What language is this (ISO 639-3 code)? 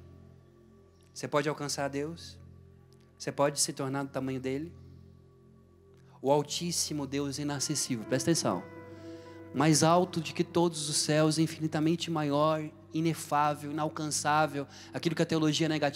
por